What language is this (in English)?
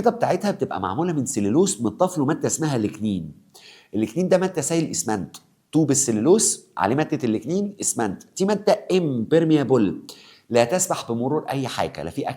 Egyptian Arabic